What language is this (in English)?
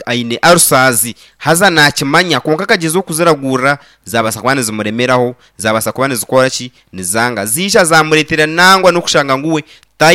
Nyankole